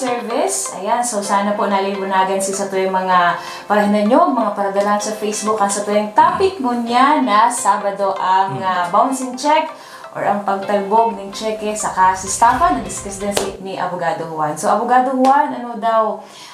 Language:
Bikol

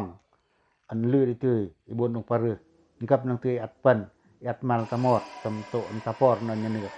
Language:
Pacoh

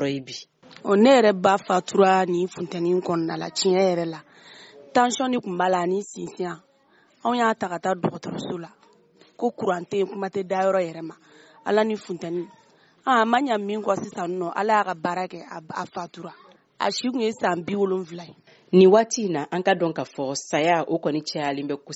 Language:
Bambara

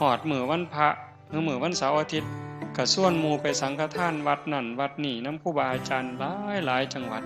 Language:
Northeastern Thai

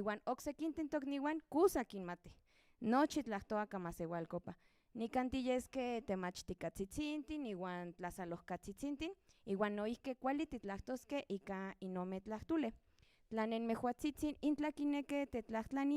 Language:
Central Nahuatl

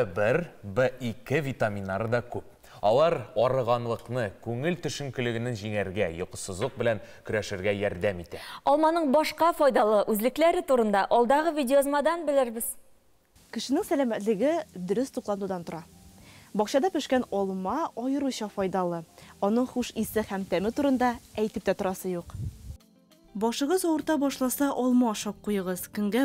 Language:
Tatar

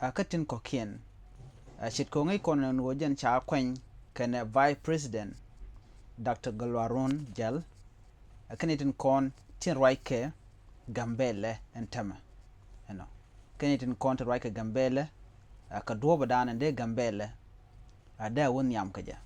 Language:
Nuer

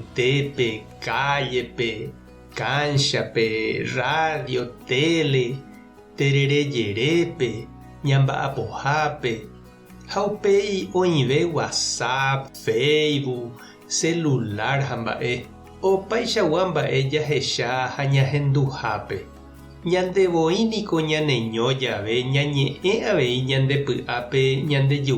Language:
Guarani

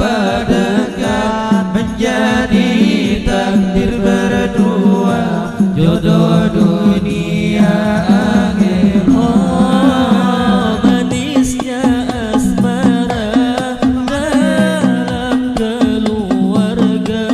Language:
Banjar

